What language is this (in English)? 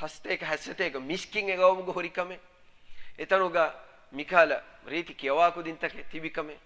Divehi